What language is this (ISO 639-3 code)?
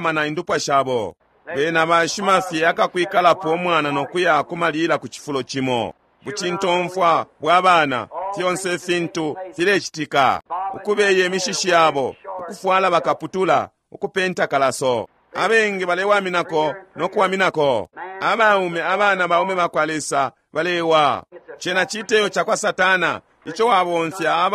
bem